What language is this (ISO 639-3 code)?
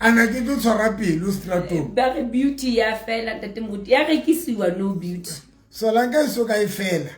sot